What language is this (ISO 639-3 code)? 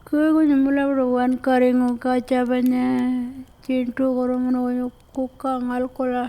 pjt